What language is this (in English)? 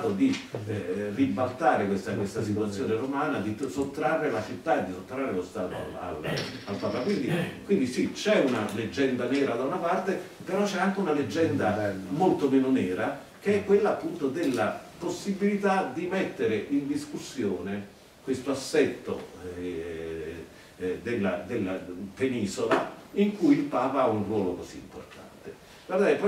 Italian